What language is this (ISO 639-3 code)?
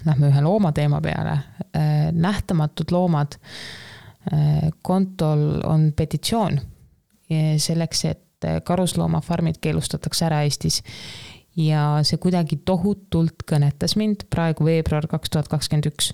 est